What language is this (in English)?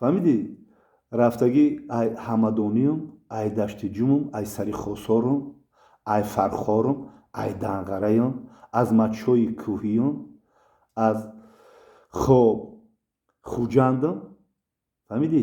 Tajik